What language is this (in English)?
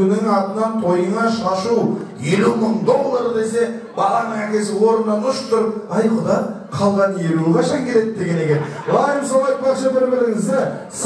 Kazakh